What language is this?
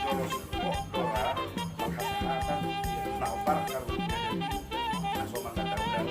Batak Toba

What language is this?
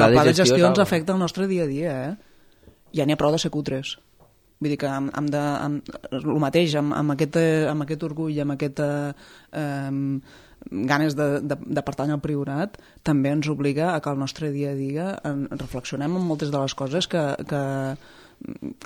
Catalan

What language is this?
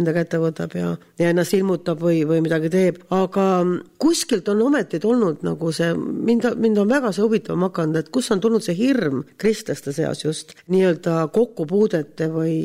Estonian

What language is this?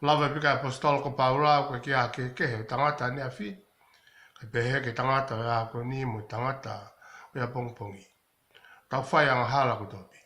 Tongan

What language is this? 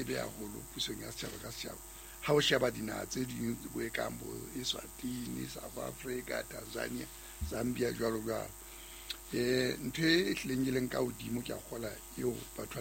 Southern Sotho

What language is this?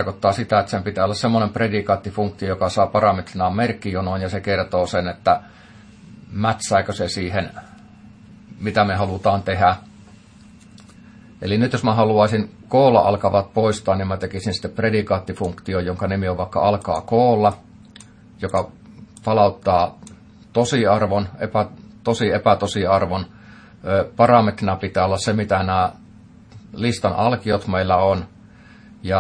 Finnish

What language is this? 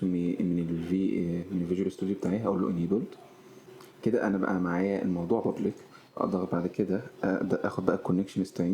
Egyptian Arabic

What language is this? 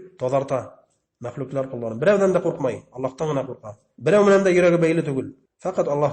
Bashkir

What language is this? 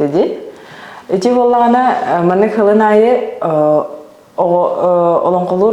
Yakut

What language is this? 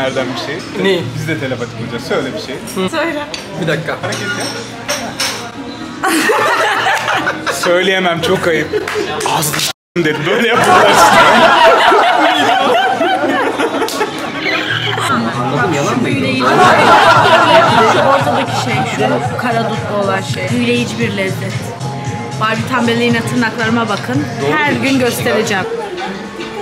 Turkish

